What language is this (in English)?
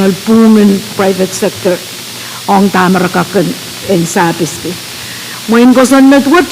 Pohnpeian